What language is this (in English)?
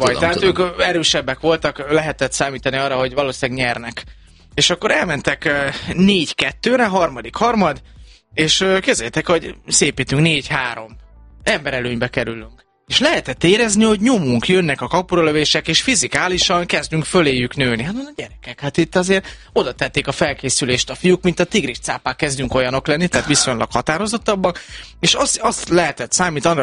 Hungarian